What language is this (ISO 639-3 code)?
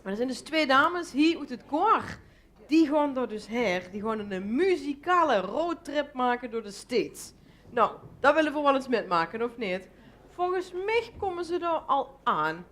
lim